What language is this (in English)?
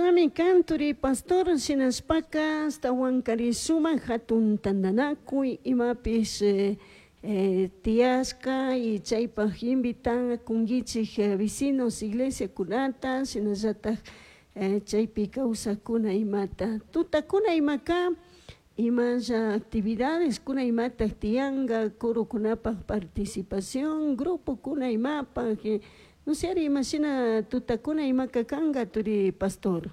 Chimborazo Highland Quichua